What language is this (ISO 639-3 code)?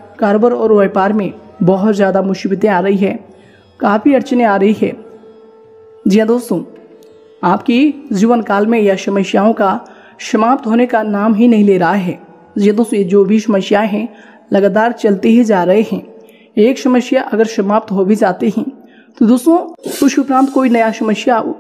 hin